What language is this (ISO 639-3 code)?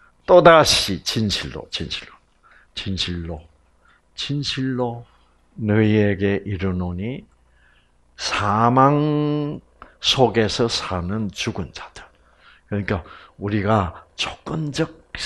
kor